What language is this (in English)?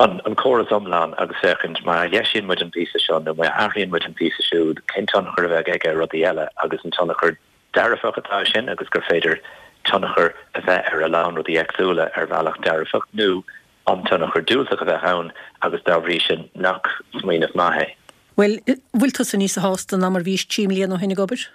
Irish